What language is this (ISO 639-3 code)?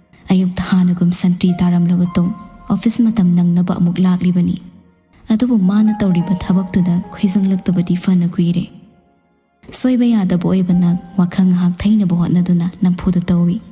mni